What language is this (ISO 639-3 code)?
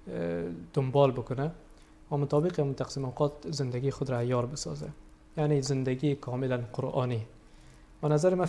fas